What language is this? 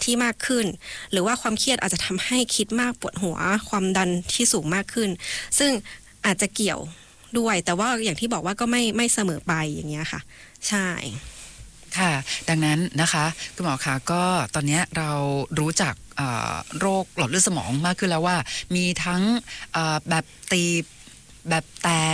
Thai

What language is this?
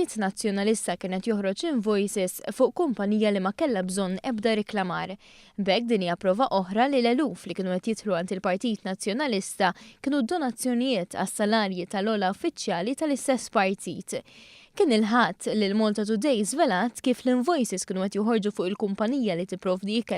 Maltese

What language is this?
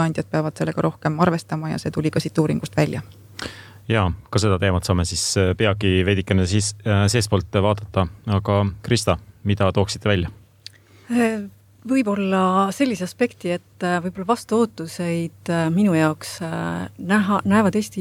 Estonian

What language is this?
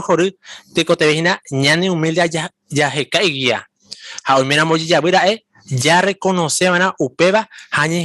Guarani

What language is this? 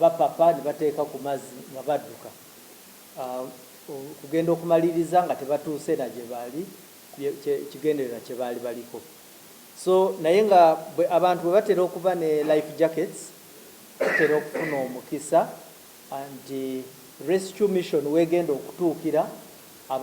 Ganda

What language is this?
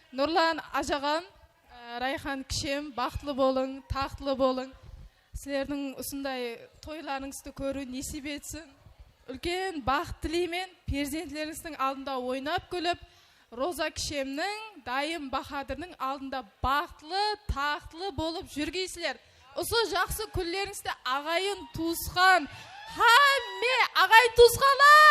Kara-Kalpak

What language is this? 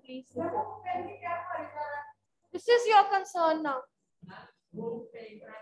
English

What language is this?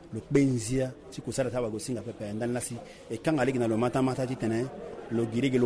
Sango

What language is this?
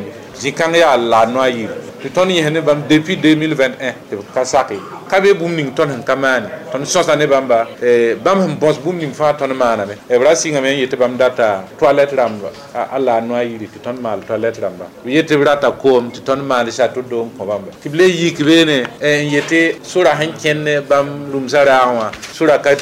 Mossi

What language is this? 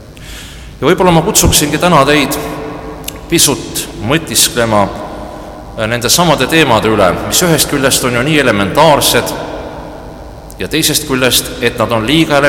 Estonian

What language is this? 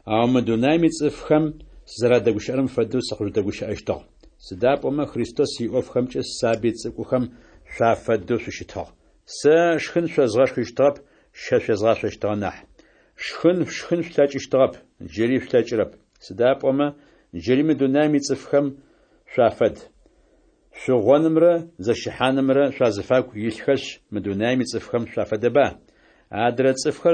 Adyghe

